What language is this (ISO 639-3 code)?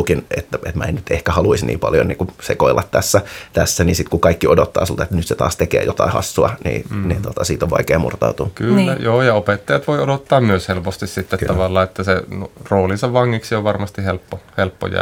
fin